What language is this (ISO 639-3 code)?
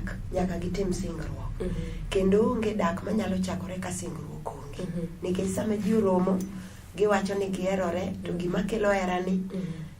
luo